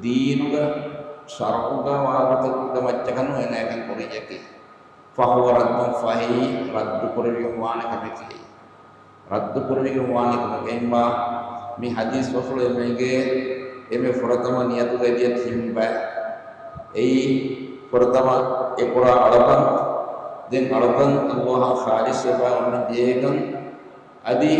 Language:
Divehi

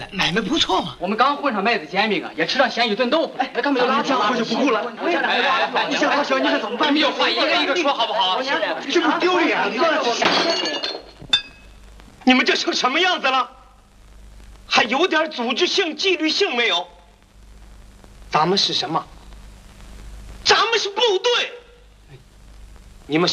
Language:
Chinese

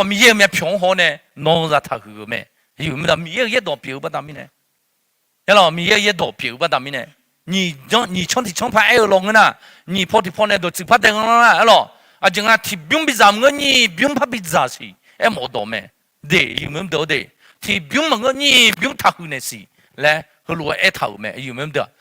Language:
Akha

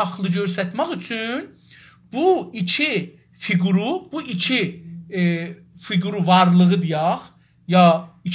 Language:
South Azerbaijani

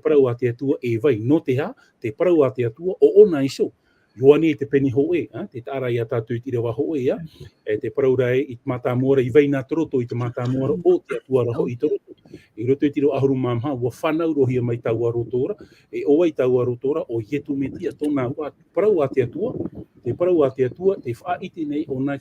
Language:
Tahitian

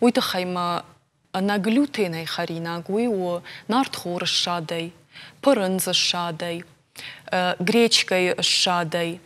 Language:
Ossetic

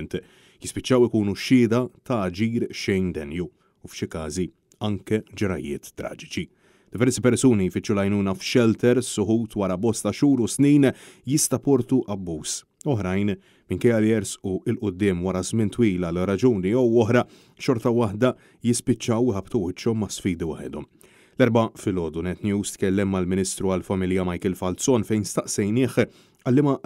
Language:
Maltese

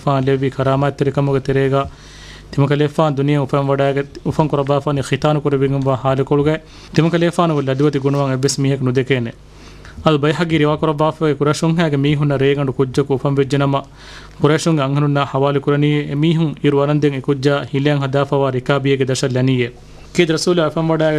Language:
Divehi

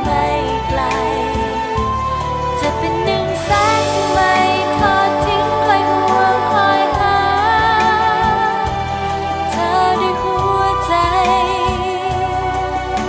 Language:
Thai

